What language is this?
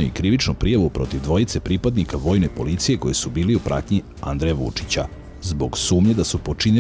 Serbian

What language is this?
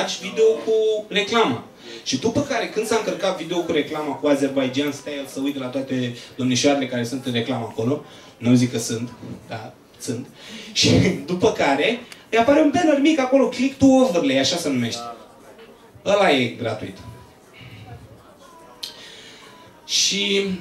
Romanian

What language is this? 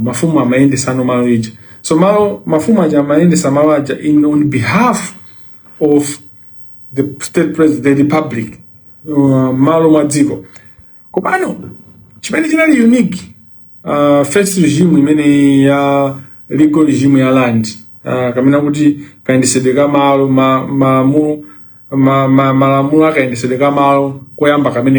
Nyanja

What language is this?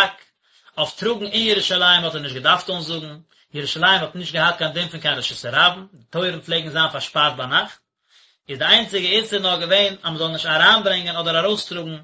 Yiddish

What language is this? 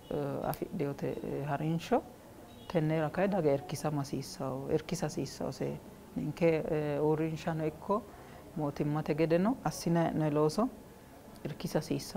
Sidamo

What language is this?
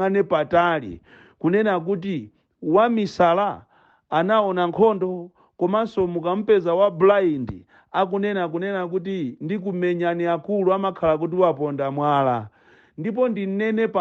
Nyanja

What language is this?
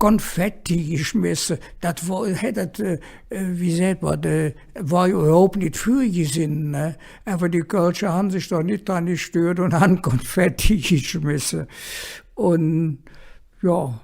Colognian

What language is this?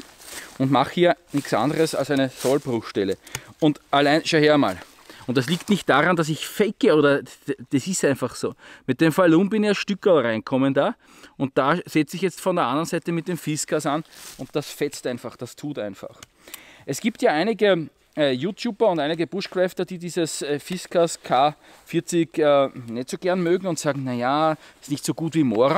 German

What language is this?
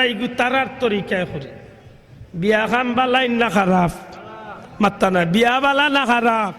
Sylheti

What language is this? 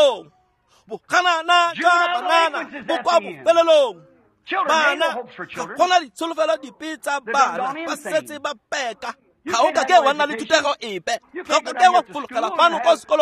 Tswana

